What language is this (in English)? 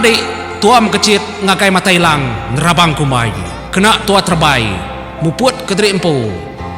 Iban